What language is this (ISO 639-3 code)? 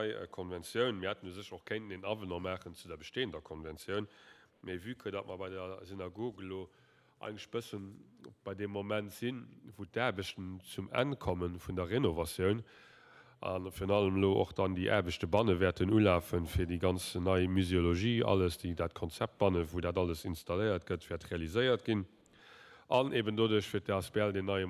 ltz